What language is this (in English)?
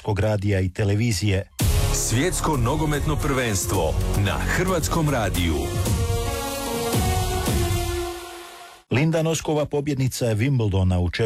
Croatian